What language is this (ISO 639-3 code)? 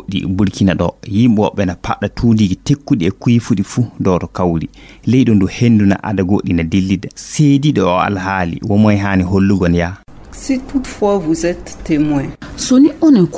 ful